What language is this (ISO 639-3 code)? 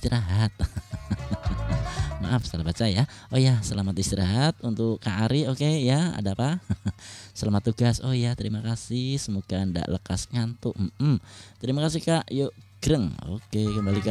ind